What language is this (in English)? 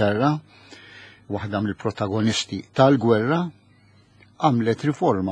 Maltese